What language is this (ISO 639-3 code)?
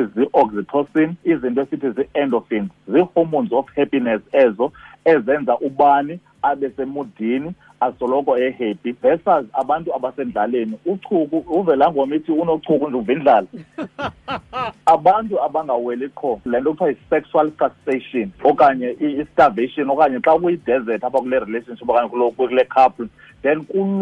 xho